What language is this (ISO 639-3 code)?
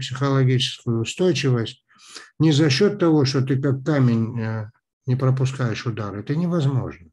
rus